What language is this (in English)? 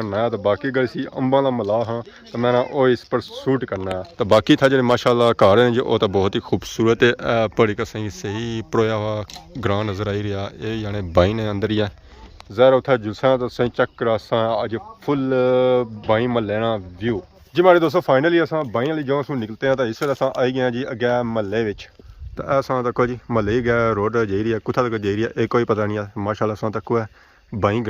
Pahari-Potwari